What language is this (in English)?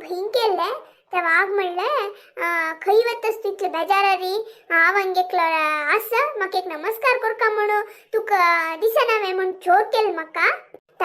Konkani